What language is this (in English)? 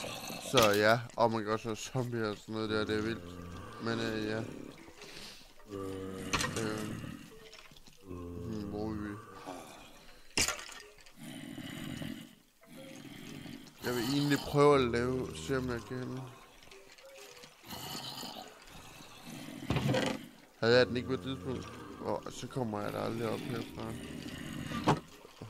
Danish